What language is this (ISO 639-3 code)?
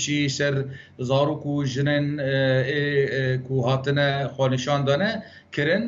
kur